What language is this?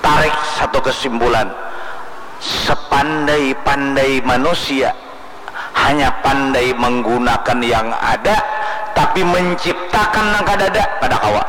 Banjar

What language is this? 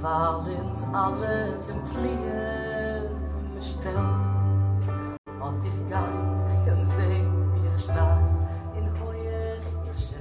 Yiddish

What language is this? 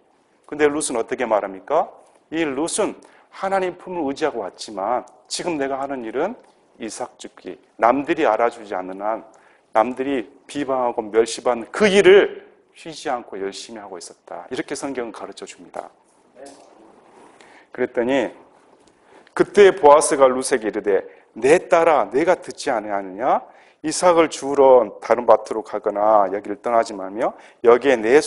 Korean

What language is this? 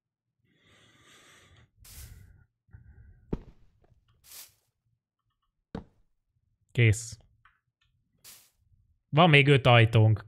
Hungarian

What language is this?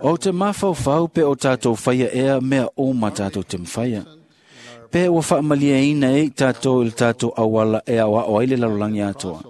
Samoan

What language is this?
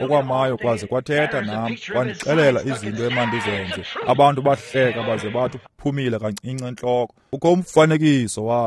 Xhosa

